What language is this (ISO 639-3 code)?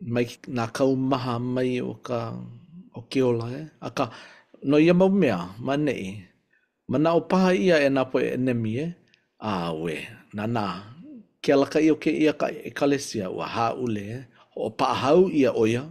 haw